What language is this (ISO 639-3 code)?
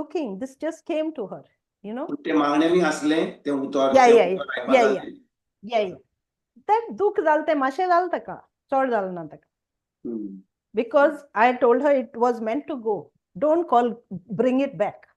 kok